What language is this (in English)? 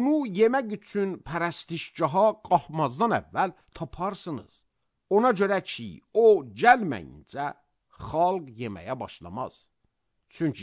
Azerbaijani